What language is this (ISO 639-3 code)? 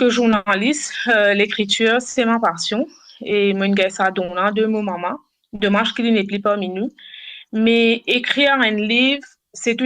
mfe